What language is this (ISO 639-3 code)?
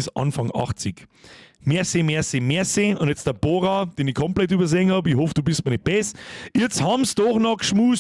bar